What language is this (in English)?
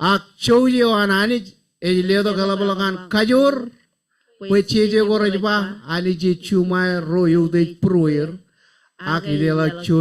Marshallese